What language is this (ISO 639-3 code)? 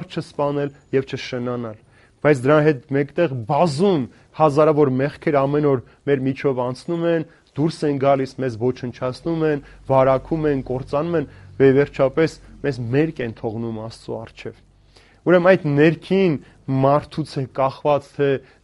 hye